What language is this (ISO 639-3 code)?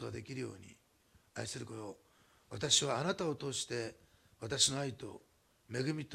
jpn